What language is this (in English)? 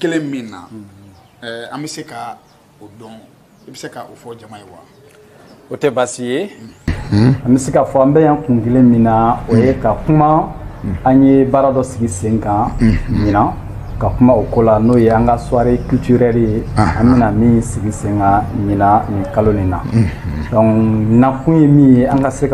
Bambara